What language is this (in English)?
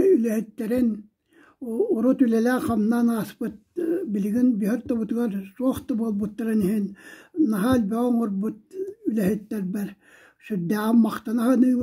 Yakut